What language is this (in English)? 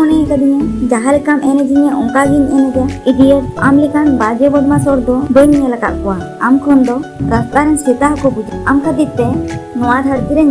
Santali